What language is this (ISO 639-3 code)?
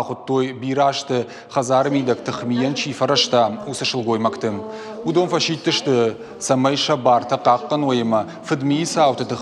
oss